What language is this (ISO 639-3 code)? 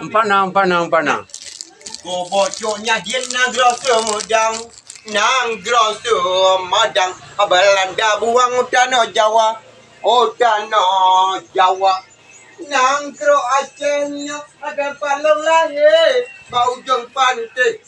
ace